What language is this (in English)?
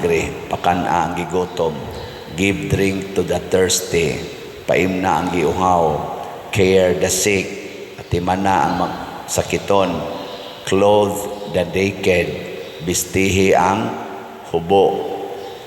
Cebuano